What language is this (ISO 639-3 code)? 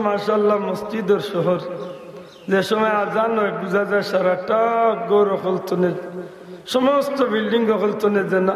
syl